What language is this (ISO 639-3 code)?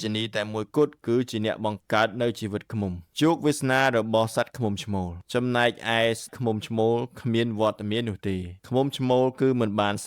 khm